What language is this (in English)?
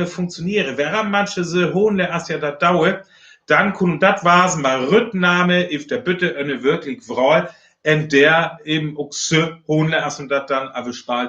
Northern Frisian